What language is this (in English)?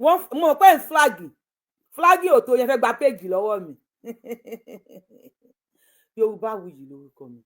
Yoruba